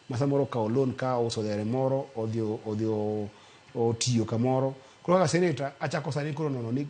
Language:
Luo (Kenya and Tanzania)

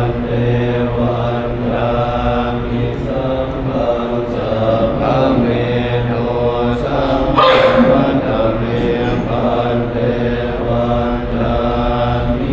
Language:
Pali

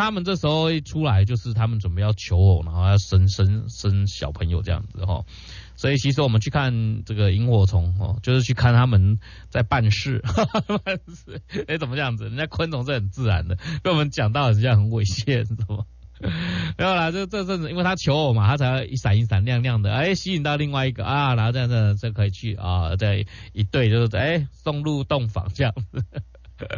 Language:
Chinese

